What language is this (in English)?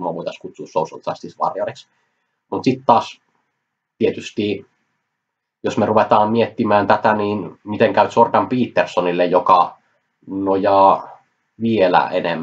Finnish